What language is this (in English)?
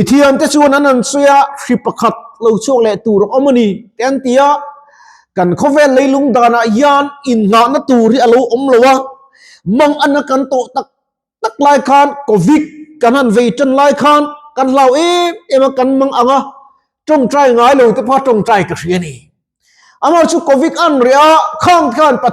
Mizo